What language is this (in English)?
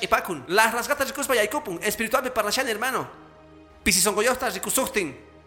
Quechua